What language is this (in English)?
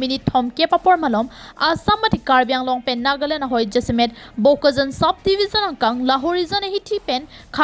Karbi